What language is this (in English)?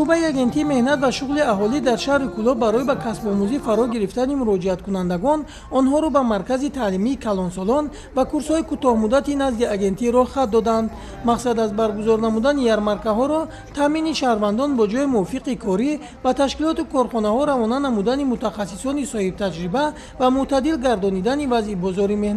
Tajik